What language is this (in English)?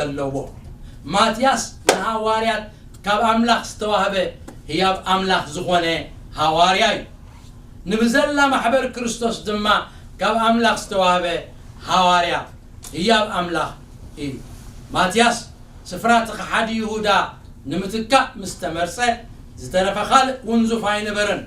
Tigrinya